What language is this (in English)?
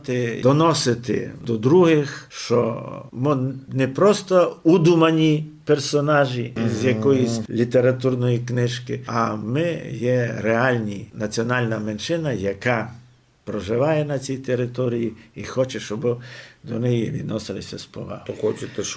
Rusyn